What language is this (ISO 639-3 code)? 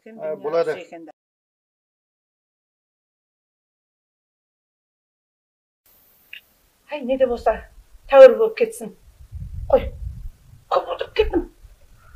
kaz